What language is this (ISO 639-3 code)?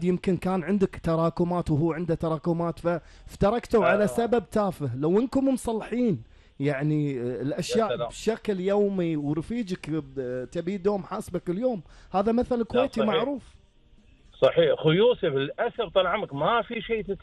afb